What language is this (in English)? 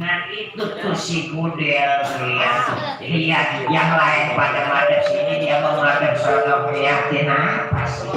Betawi